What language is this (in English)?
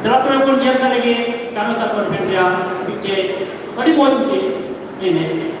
Santali